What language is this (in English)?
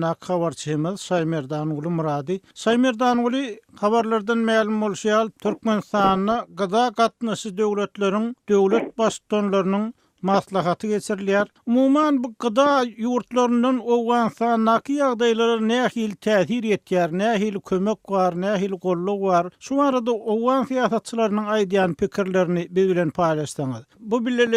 Turkmen